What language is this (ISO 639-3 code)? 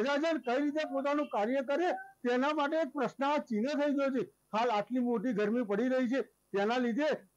guj